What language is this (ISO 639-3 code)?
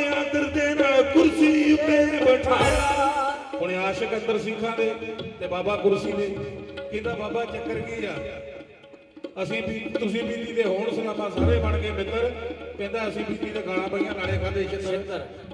pan